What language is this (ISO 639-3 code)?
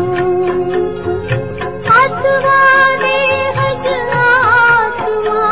guj